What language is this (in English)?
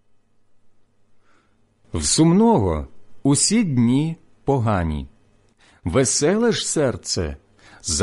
Ukrainian